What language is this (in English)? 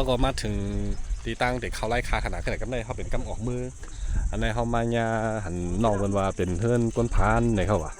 Shan